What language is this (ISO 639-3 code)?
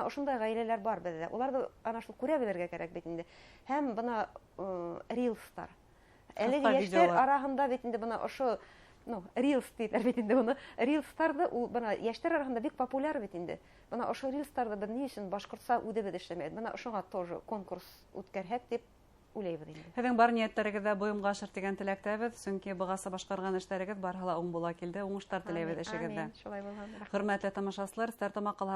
bak